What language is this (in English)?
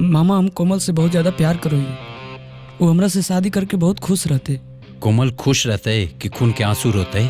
Magahi